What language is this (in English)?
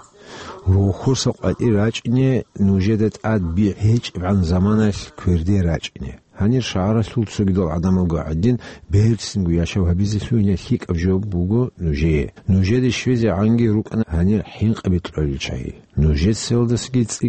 Avaric